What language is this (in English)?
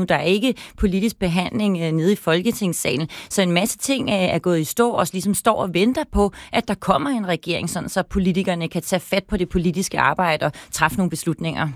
Danish